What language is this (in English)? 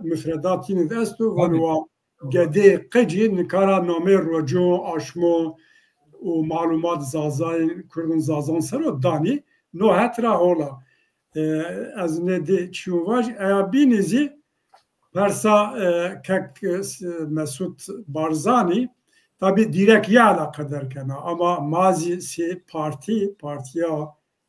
Zaza